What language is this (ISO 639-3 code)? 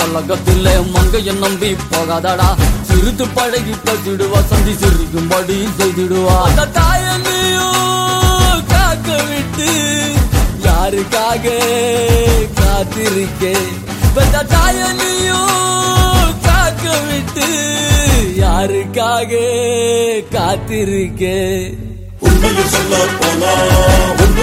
tam